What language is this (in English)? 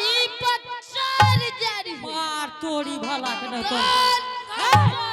Angika